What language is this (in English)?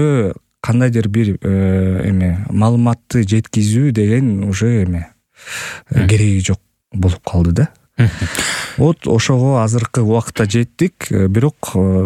Kyrgyz